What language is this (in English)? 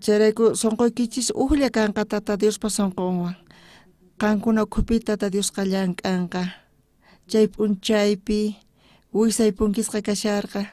South Bolivian Quechua